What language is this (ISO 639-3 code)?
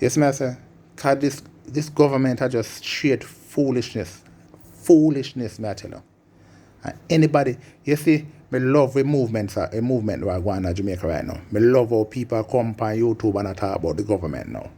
jam